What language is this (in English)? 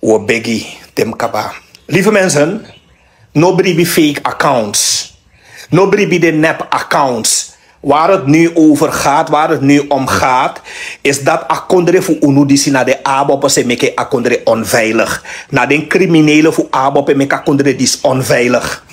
Sranan Tongo